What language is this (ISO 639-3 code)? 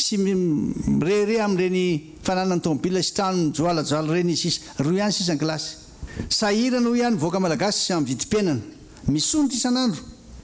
mlg